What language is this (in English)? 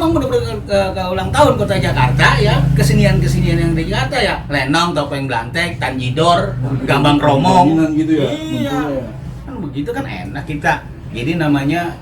Betawi